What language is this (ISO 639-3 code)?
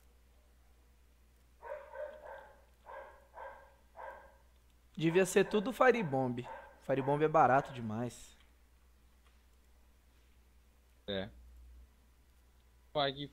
por